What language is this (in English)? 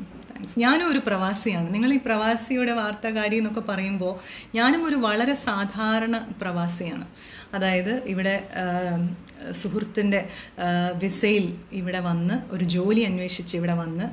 Malayalam